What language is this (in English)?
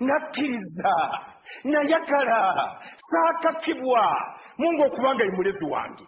Ganda